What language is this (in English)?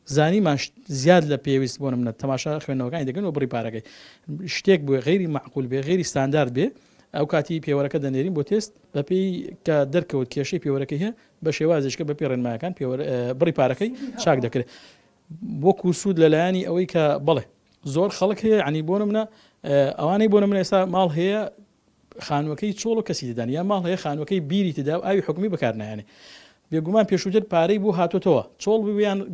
Central Kurdish